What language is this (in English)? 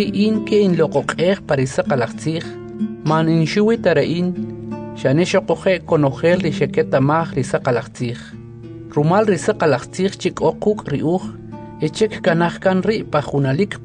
Kʼicheʼ